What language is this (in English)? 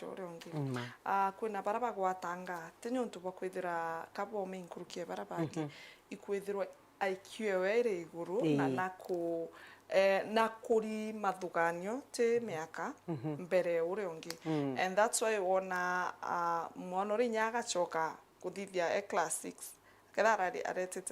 Meru